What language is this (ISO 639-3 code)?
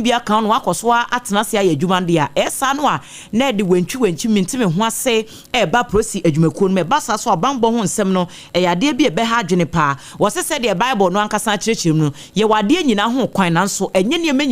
aka